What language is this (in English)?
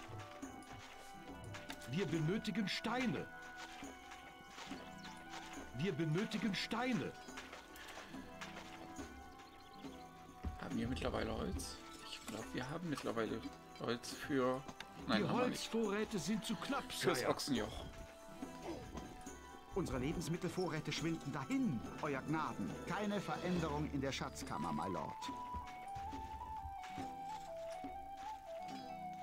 German